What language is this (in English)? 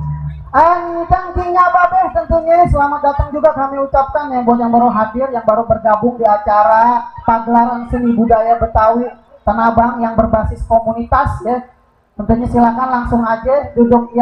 Betawi